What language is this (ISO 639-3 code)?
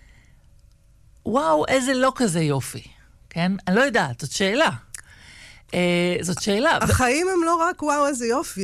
heb